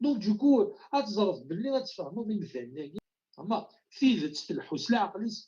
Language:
Kabyle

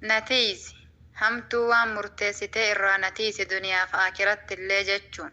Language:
Oromo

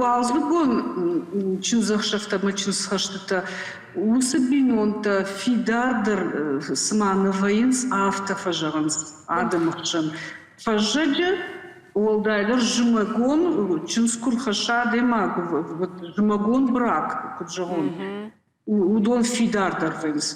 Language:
Ossetic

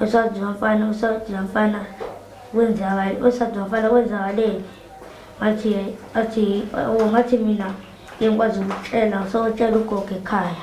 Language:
Zulu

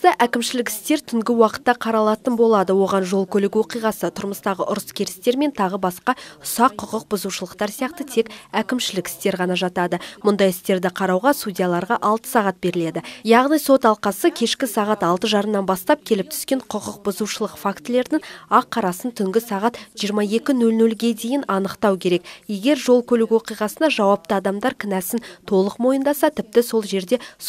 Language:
Kazakh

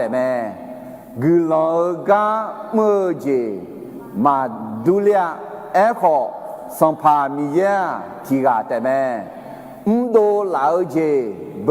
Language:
Akha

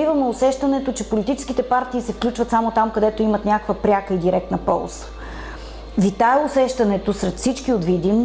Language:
Bulgarian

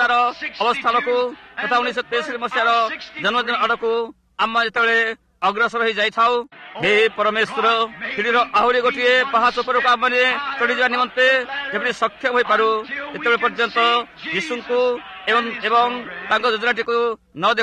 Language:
Odia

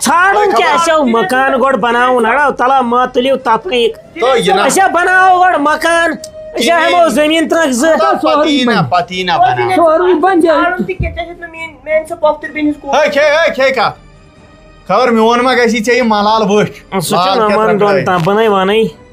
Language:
Kashmiri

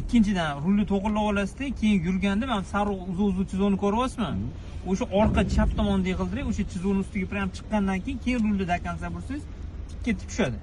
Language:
Uzbek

